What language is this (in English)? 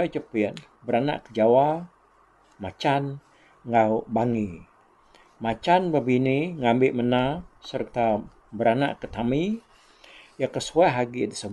Iban